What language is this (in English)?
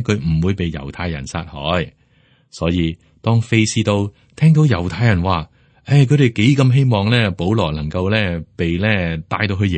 Cantonese